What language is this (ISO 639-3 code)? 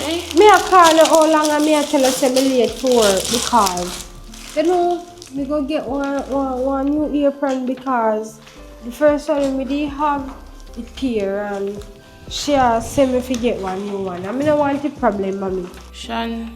jam